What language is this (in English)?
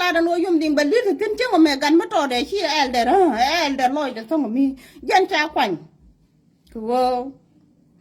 Nuer